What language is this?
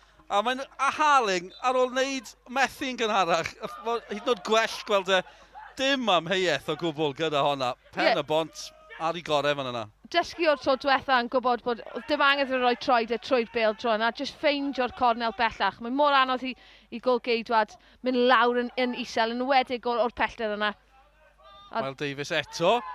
Welsh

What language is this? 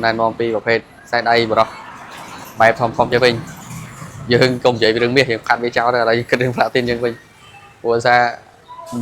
Khmer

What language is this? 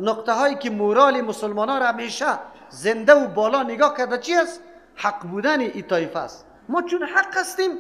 Persian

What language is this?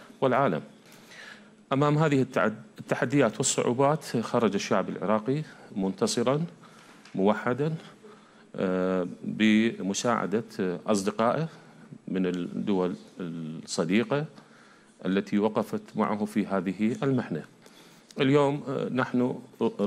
Arabic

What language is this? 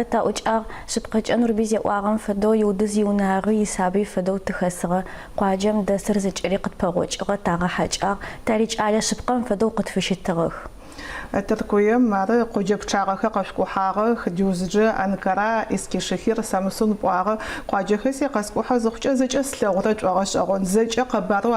Adyghe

